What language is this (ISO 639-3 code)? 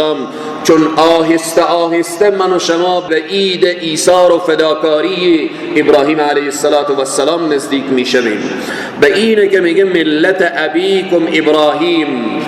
fas